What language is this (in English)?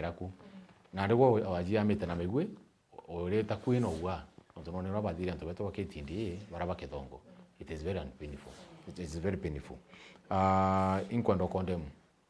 Meru